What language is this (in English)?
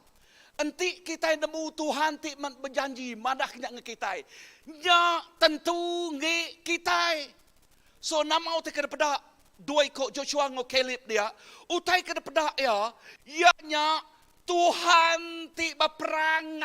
Iban